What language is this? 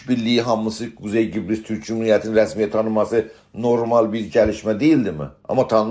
South Azerbaijani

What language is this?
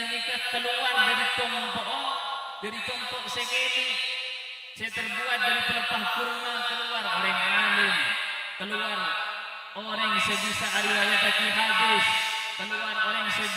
Madurese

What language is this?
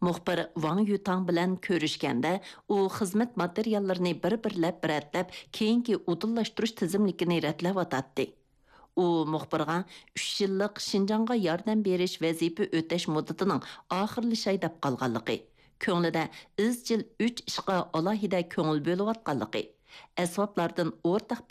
Uyghur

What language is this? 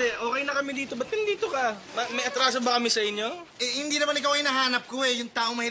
Filipino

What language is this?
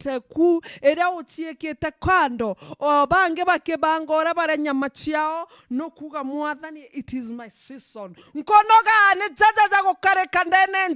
Meru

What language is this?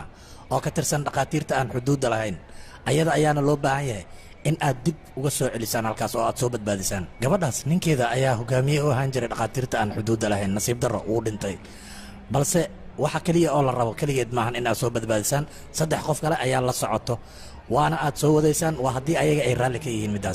Somali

